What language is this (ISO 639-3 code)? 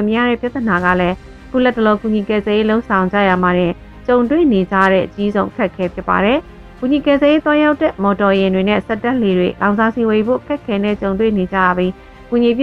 mya